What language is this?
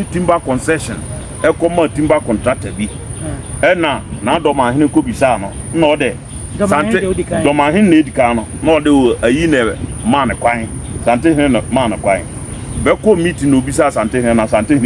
Akan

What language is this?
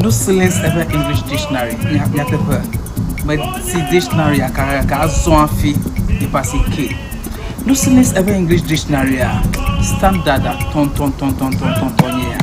Ewe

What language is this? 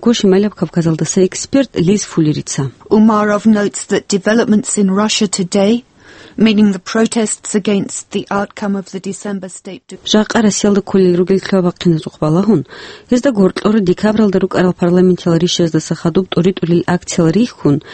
Avaric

